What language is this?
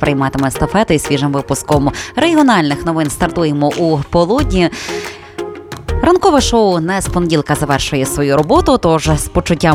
Ukrainian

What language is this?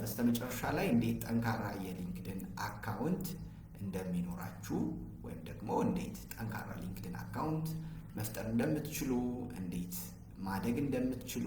Amharic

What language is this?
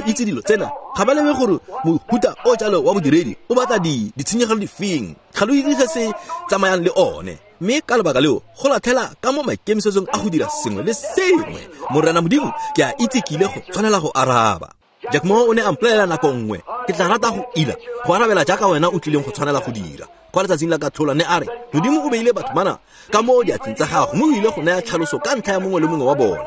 Tswana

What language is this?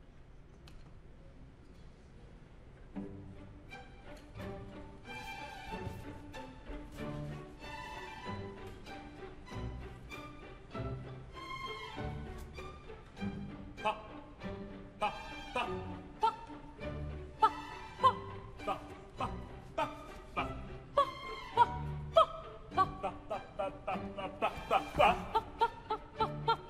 German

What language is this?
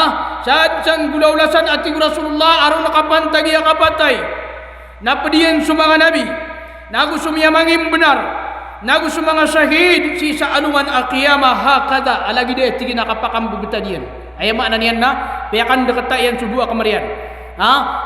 Maranao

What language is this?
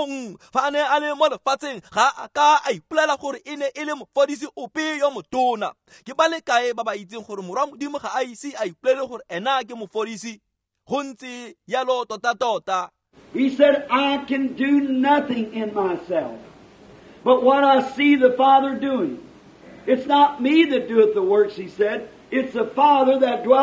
Tswana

